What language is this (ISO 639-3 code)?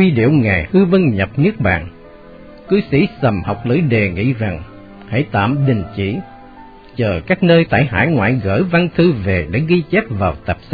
vie